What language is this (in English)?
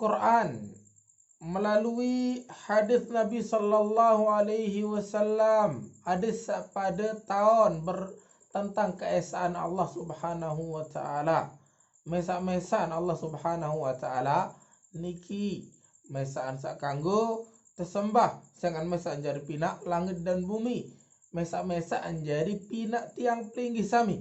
Sasak